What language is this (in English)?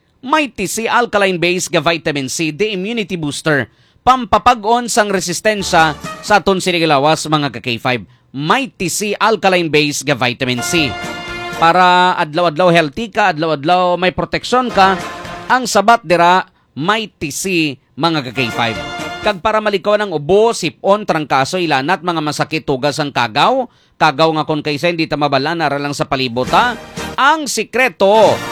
Hiligaynon